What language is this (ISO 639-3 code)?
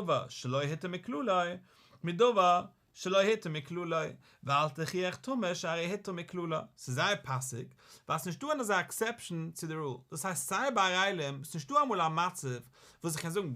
yid